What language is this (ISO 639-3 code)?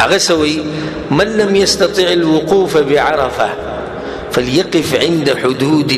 pus